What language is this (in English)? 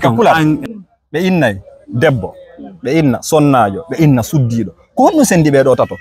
Fula